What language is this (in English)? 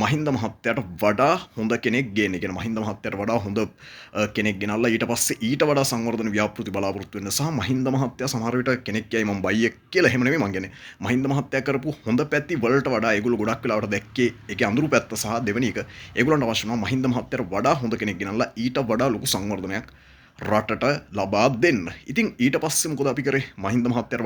Sinhala